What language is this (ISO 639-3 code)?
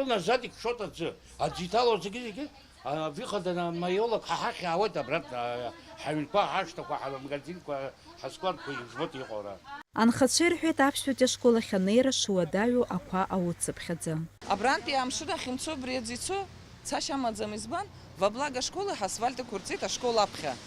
abk